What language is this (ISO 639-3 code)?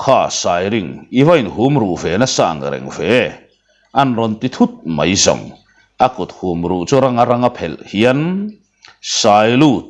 lus